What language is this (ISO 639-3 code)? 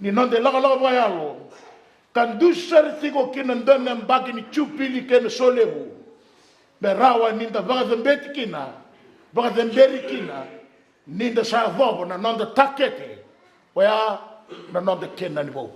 fij